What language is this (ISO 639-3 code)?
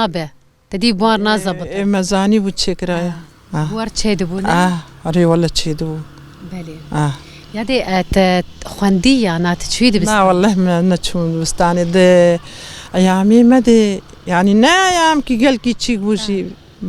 kur